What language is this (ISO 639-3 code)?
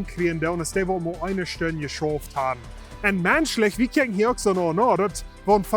pdt